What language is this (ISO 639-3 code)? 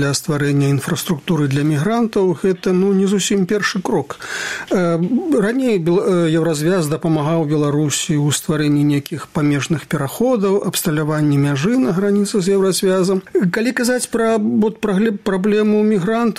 bel